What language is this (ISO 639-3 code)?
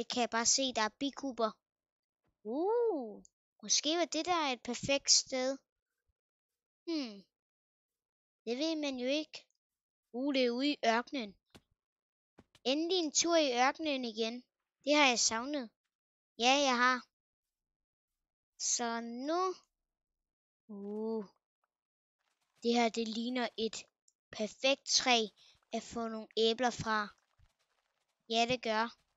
dan